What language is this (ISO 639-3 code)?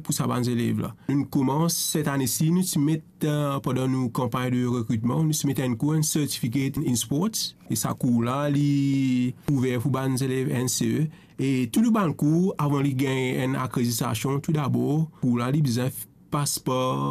mfe